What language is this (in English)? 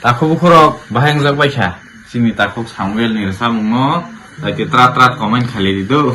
Kok Borok